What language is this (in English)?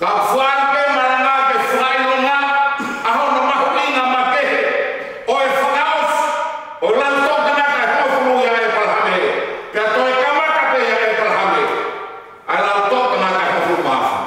Tongan